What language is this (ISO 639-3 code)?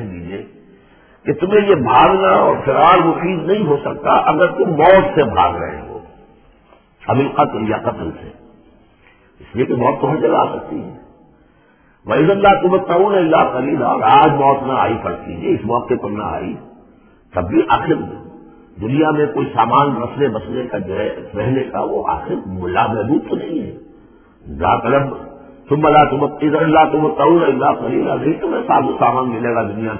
urd